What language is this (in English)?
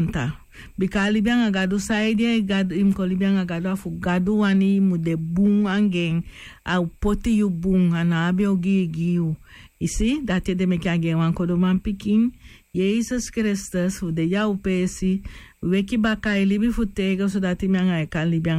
Sranan Tongo